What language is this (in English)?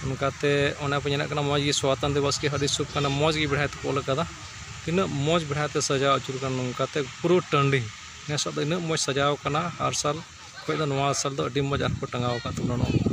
Santali